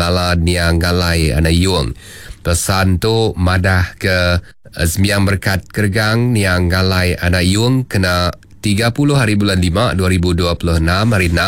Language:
Iban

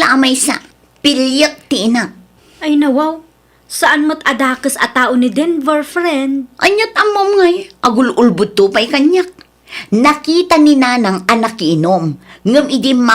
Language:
Iloko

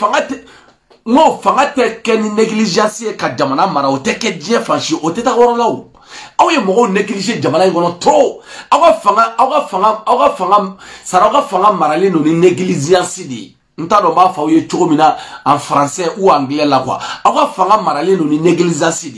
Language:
Bambara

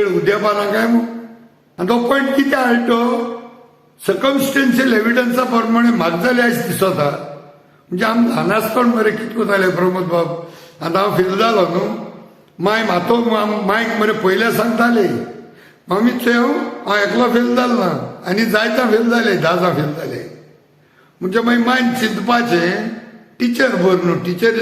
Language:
Konkani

